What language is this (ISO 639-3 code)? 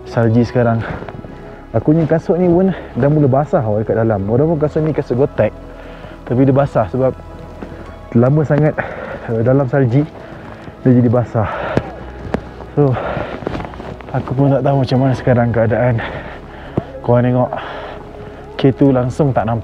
msa